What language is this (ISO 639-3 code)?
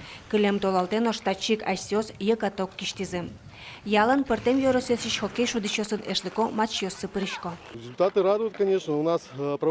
udm